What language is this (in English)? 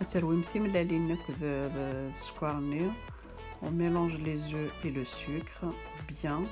Kabyle